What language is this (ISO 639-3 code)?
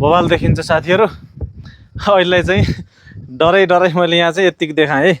nep